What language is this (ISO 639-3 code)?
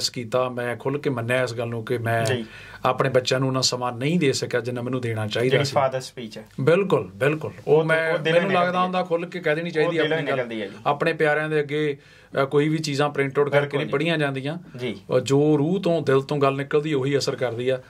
pan